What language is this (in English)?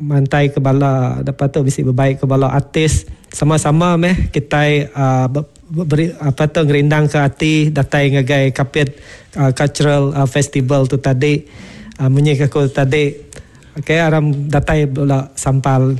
Iban